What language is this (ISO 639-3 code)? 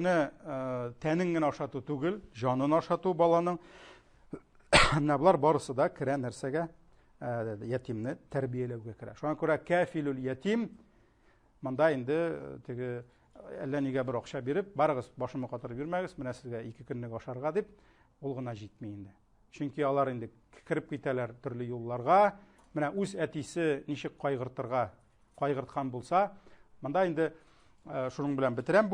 tat